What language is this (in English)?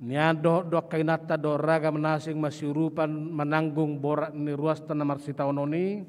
Batak Toba